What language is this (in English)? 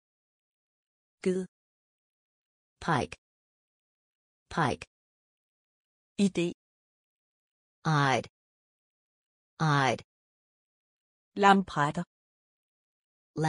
Danish